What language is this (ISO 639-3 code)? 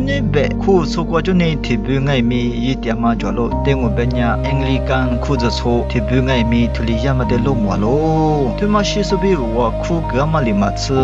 lis